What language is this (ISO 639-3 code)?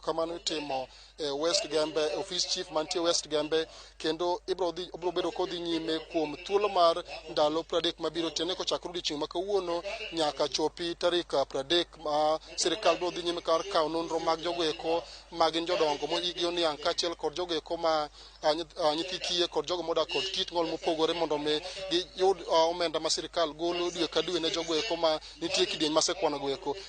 luo